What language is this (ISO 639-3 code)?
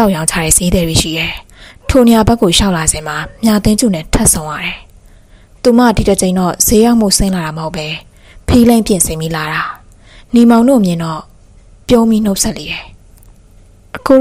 mya